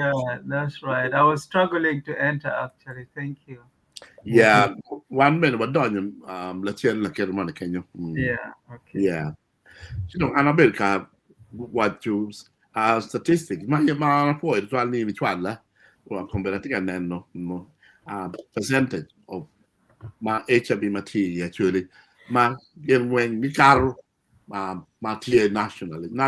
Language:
Acoli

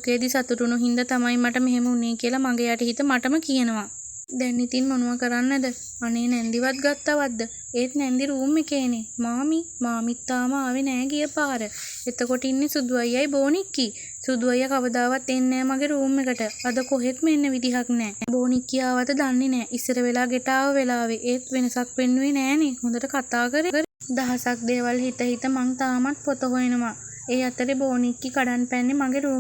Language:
Sinhala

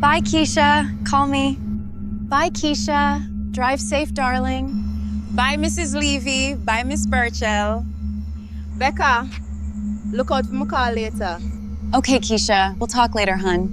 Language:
Jamaican Creole English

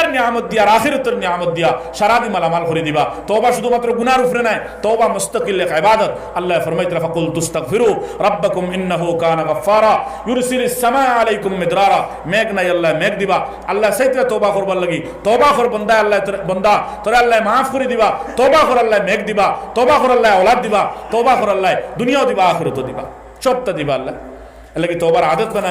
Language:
Sylheti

